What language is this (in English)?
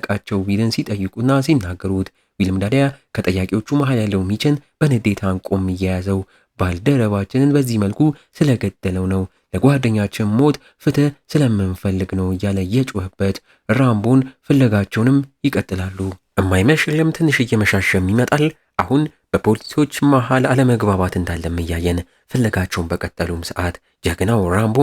Amharic